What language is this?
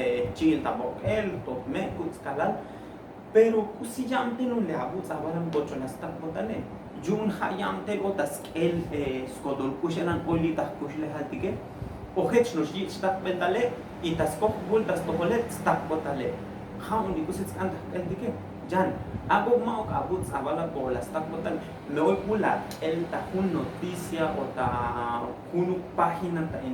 Tzotzil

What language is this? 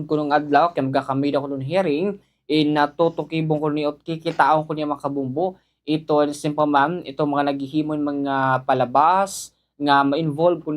Waray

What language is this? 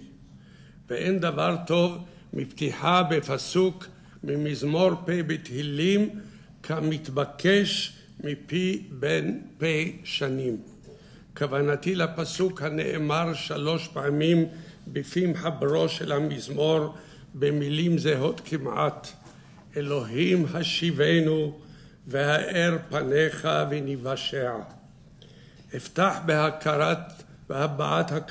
Hebrew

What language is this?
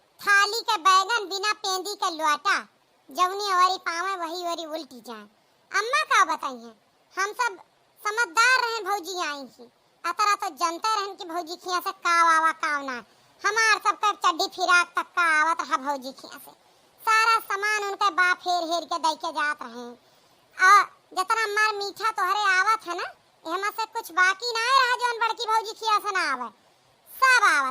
Awadhi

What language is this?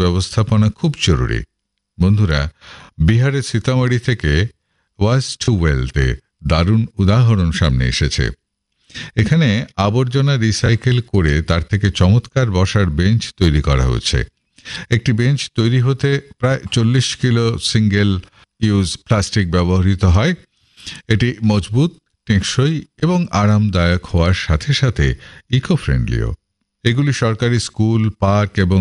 Bangla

